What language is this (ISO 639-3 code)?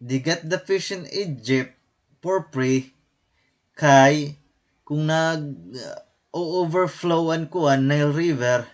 war